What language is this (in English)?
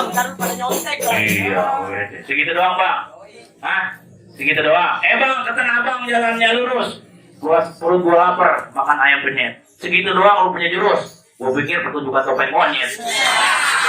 Betawi